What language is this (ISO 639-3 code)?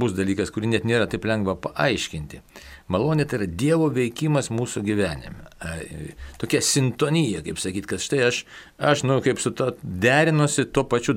lit